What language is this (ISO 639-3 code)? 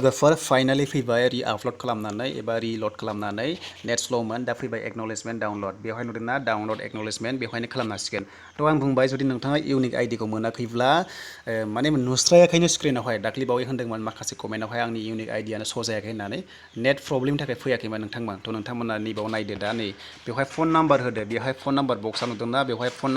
brx